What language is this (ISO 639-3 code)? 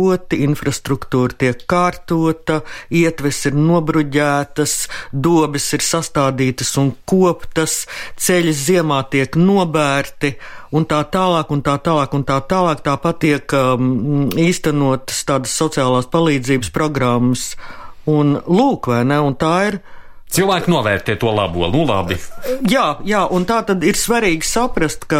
lav